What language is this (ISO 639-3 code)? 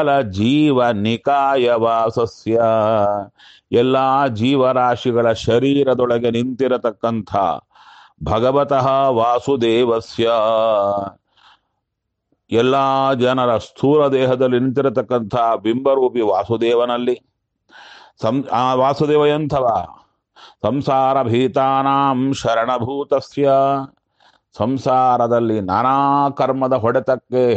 kan